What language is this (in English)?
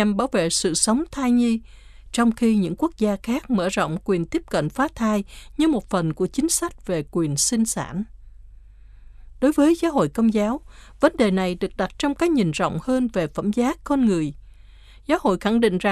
Vietnamese